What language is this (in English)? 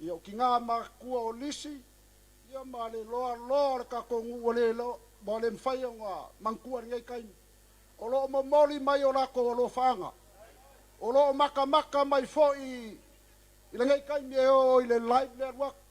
Samoan